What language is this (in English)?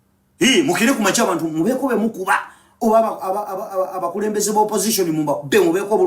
Ganda